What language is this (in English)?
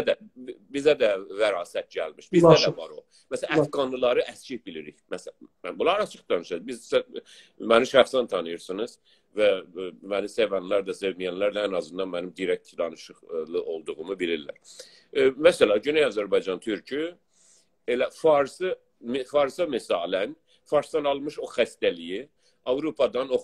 South Azerbaijani